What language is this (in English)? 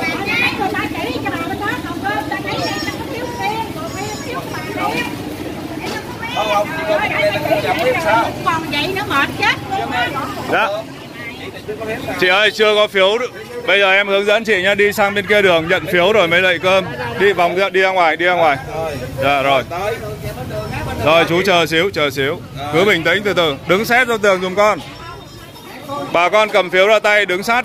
Vietnamese